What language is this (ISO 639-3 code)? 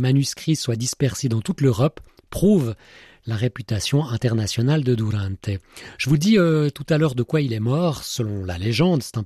fra